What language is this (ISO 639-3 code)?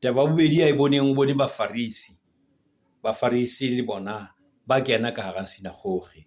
sot